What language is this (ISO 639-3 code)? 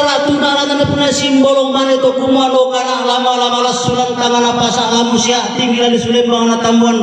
sda